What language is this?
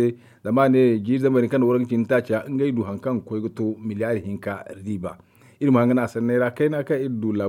Zarma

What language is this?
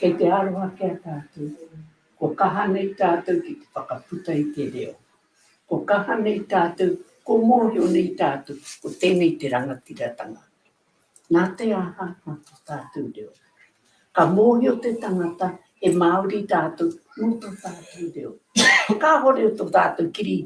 Māori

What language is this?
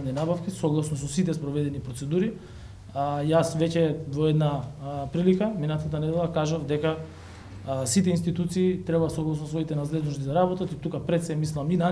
Macedonian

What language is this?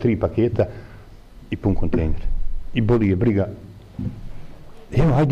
Bosnian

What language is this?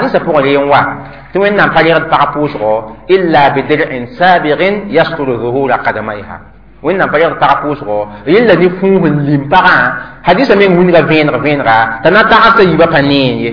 Mossi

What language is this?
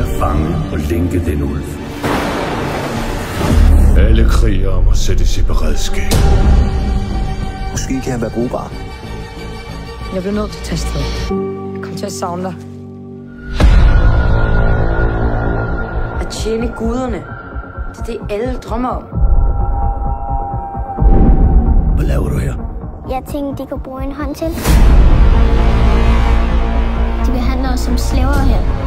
Danish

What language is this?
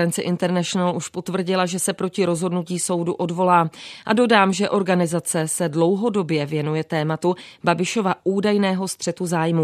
Czech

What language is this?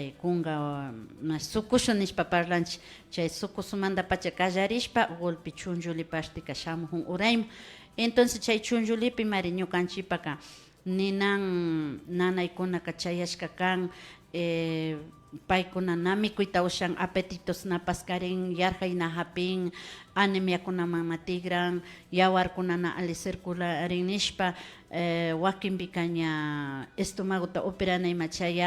Imbabura Highland Quichua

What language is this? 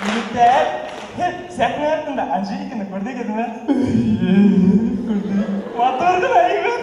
Bashkir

